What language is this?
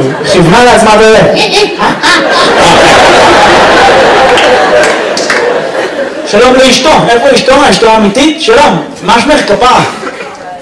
Hebrew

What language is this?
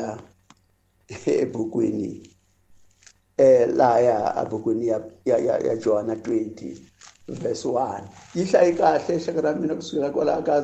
Tsonga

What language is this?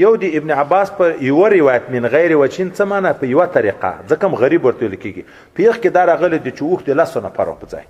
Pashto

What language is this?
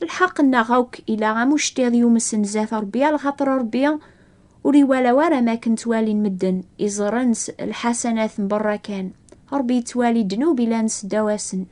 Kabyle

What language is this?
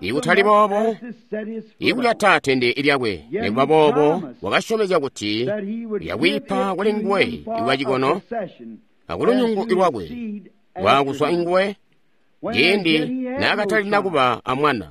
Tonga (Zambia)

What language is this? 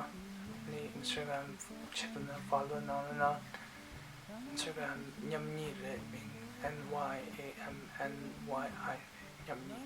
Tibetan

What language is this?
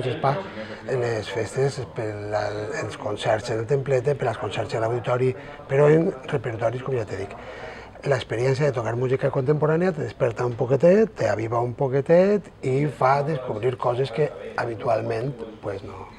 Catalan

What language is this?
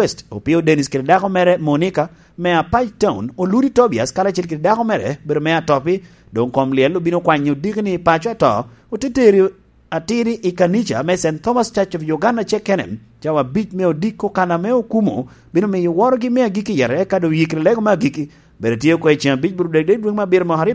Lango (Uganda)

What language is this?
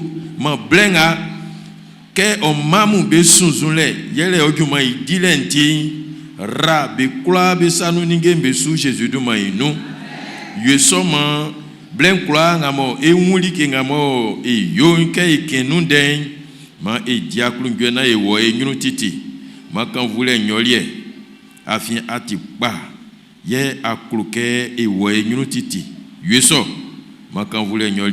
Baoulé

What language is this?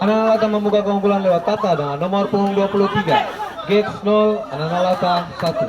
Ambonese Malay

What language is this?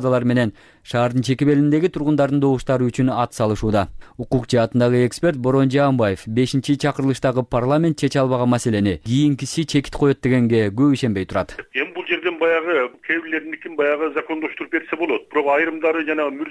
Kyrgyz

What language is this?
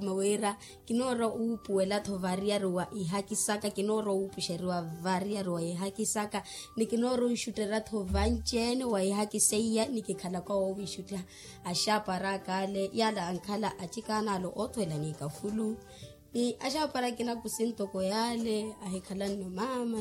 Makhuwa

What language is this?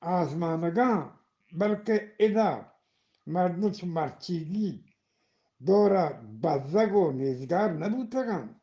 Eastern Balochi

